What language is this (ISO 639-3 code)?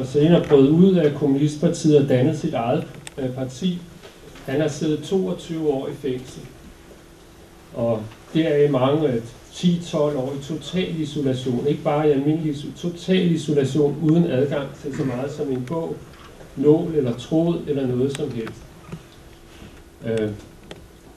dan